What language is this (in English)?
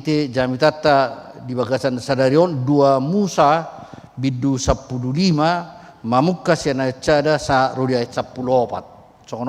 Batak Toba